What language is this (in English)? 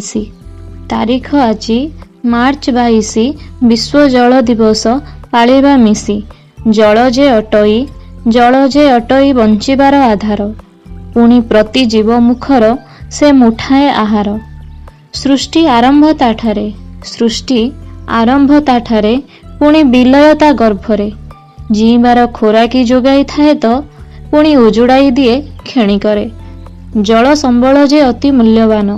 Odia